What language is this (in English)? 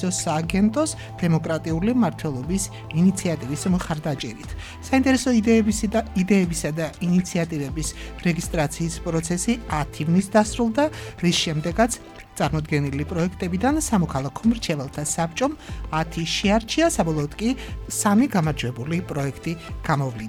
Georgian